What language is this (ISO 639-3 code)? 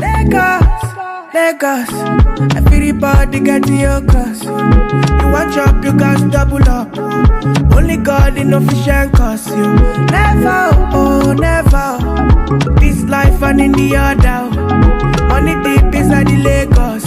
pcm